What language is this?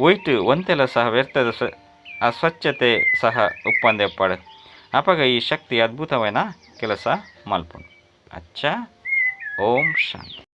Tulu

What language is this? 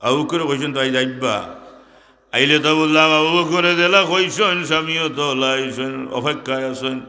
Sylheti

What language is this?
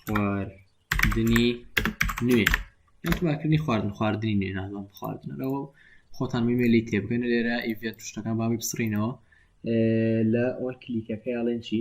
Central Kurdish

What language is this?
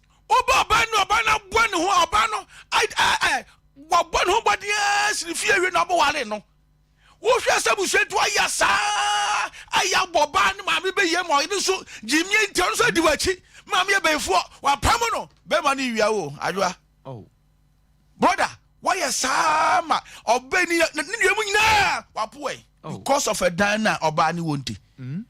Akan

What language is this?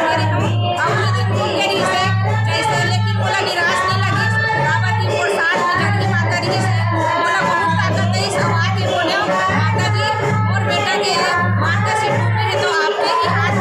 Chhattisgarhi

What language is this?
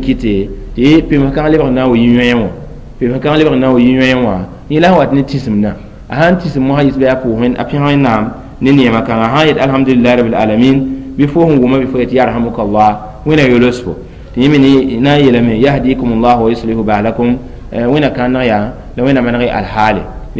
Mossi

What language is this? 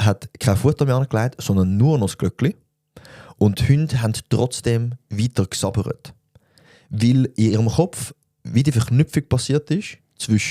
Swiss German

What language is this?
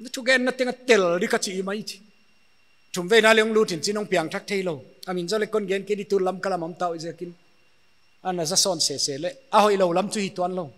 Paite Chin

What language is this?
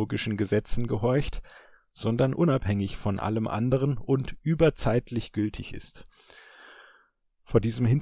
German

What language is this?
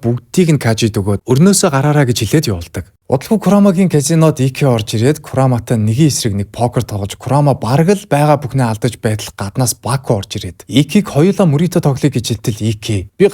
Mongolian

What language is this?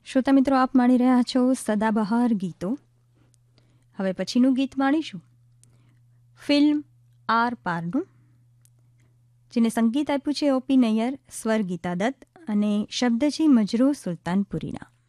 Gujarati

